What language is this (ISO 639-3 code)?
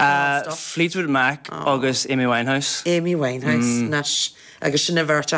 gle